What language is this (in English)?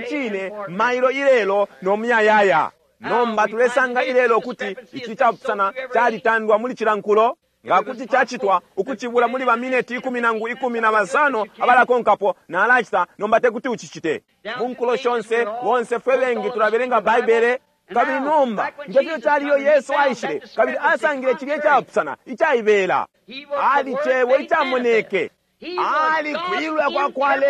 Bemba